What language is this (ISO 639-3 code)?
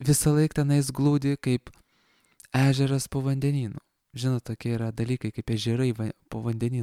lit